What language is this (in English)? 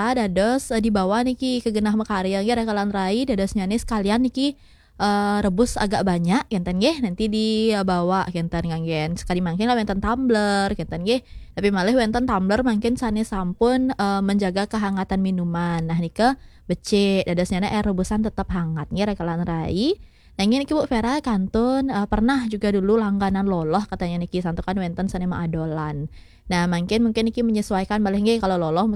Balinese